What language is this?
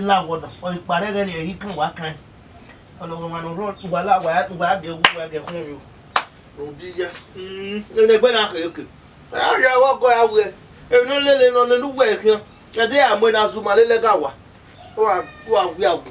Bini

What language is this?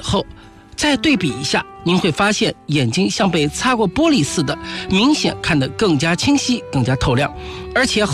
Chinese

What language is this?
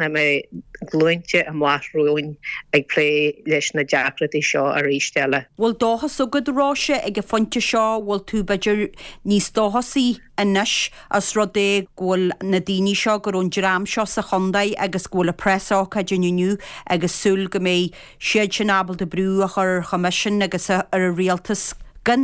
Irish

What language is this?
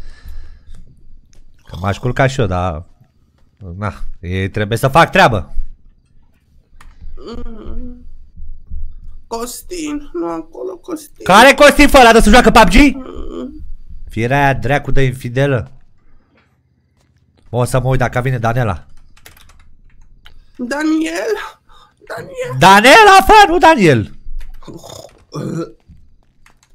Romanian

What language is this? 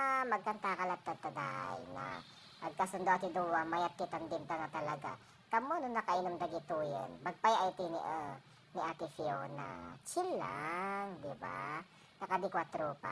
Iloko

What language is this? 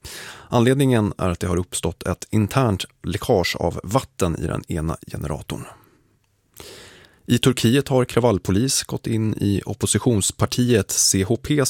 Swedish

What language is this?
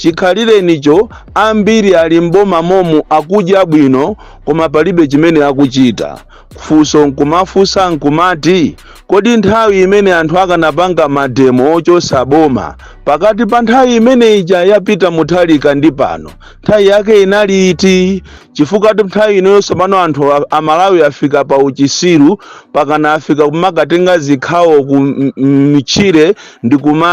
Nyanja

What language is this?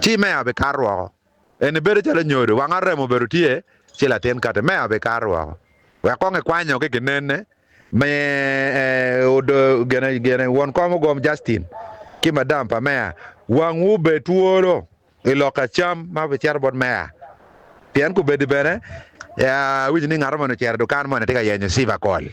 Acoli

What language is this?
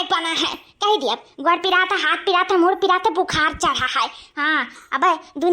Awadhi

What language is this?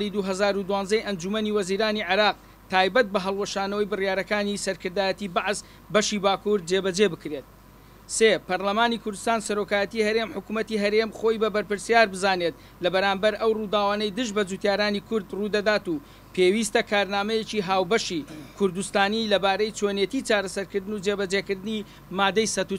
Central Kurdish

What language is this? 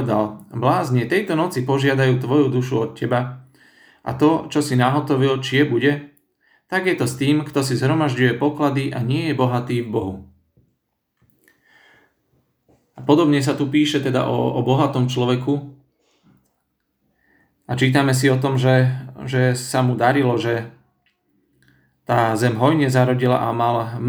Slovak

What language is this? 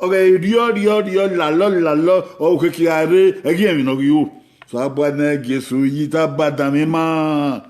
Bini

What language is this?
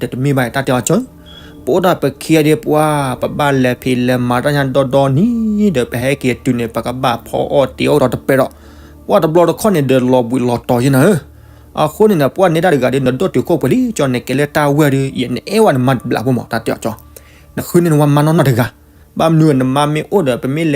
S'gaw Karen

